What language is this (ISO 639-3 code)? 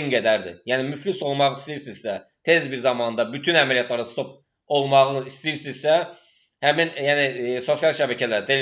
aze